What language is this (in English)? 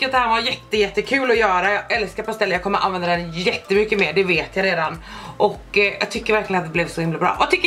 Swedish